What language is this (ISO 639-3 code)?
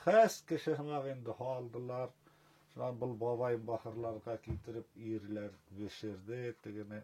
bak